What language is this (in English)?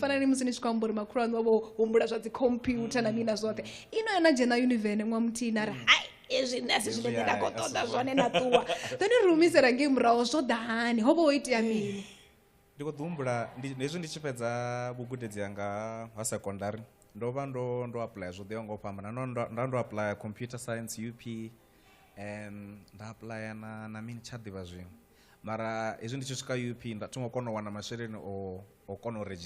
Venda